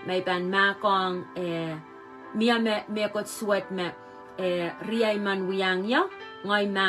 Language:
Pohnpeian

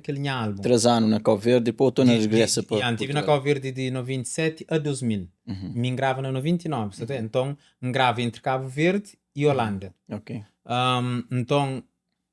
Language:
Kabuverdianu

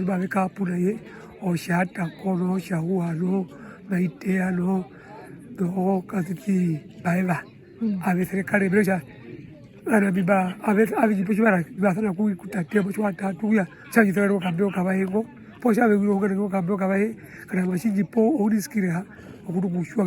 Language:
Herero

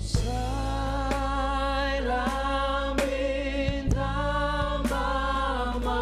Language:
Batak Simalungun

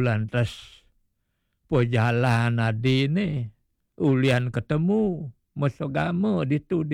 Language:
Balinese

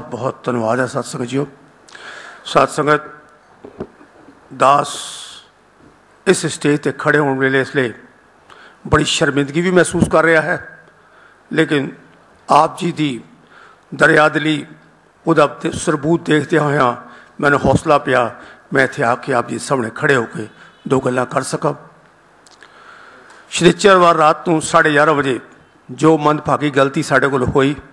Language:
Punjabi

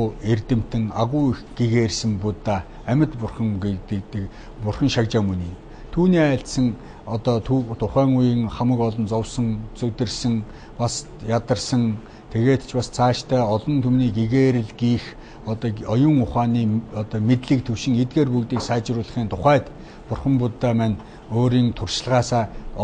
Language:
Mongolian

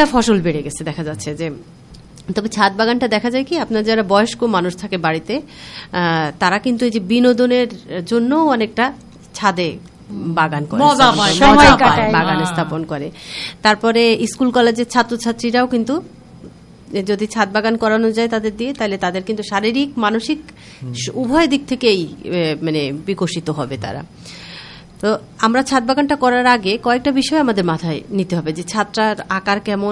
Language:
Bangla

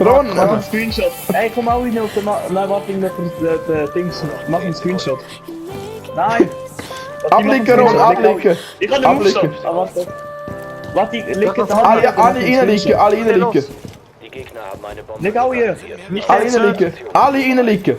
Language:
Swiss German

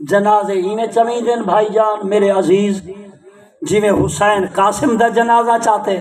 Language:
Saraiki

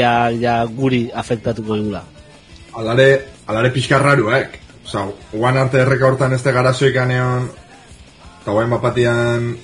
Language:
Basque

